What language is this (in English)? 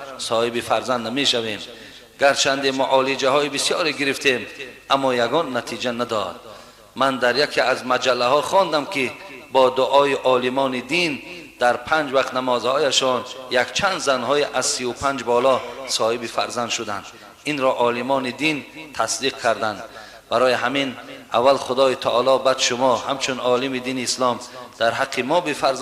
Tajik